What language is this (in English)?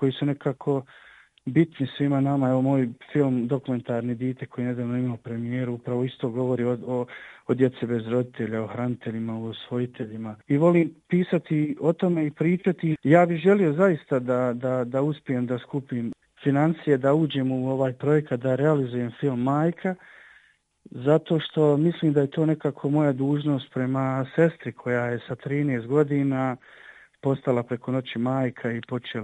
Bosnian